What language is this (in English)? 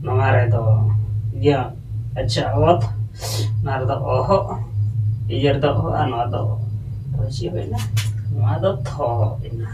Santali